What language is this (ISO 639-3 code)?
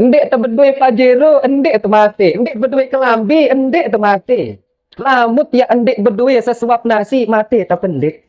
sas